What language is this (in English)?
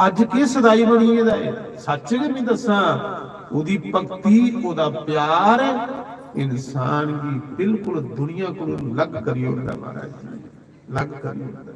Dogri